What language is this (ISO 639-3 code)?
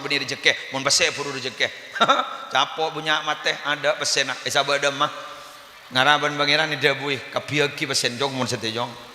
mad